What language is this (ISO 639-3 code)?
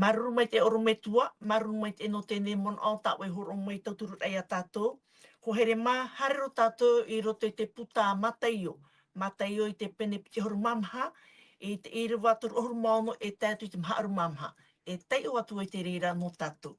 tah